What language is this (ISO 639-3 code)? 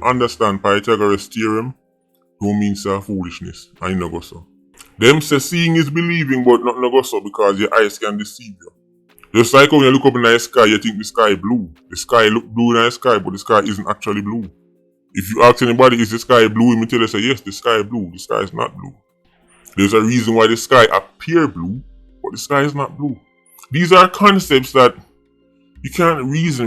jam